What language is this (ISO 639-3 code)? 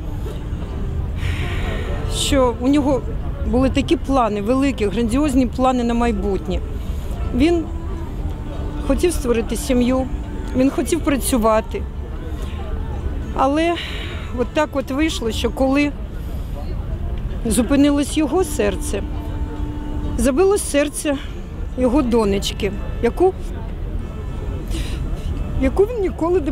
ukr